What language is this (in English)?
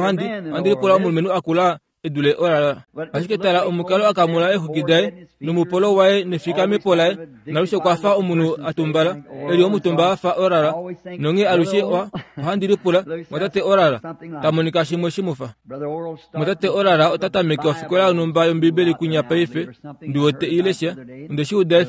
Kuanyama